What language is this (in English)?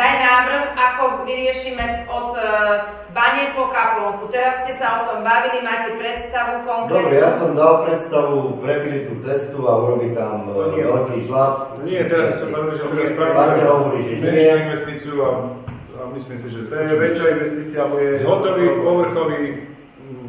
Slovak